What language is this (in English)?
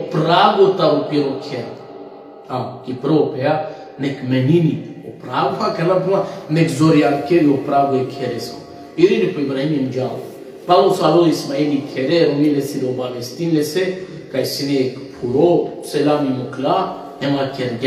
Balkan Romani